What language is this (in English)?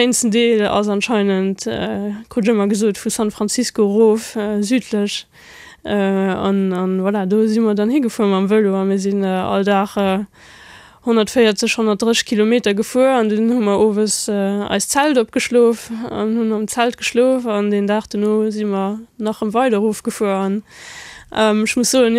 Luxembourgish